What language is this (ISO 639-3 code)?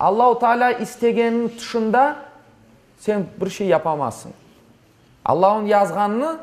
crh